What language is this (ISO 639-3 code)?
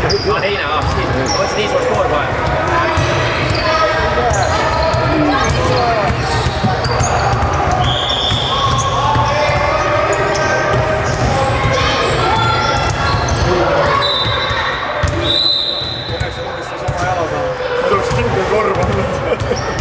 est